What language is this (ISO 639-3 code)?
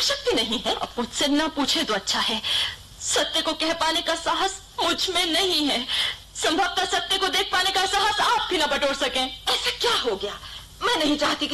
hin